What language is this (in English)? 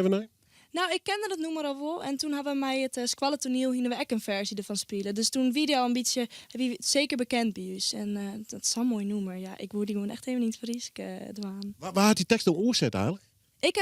Western Frisian